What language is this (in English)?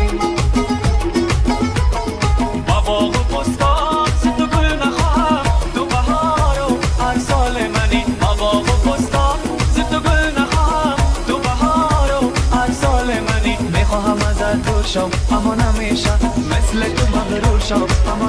Persian